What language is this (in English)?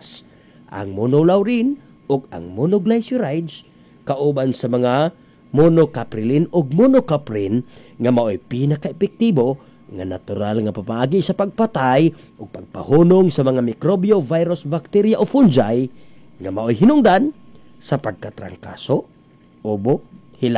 Cebuano